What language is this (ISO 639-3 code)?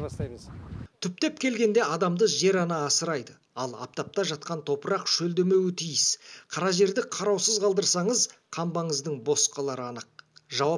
kaz